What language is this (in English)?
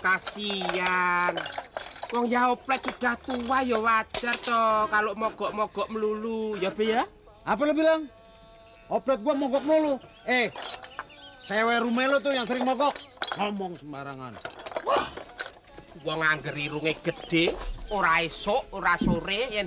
Betawi